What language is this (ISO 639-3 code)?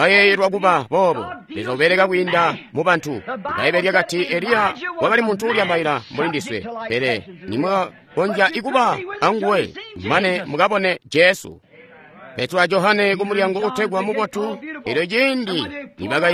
toi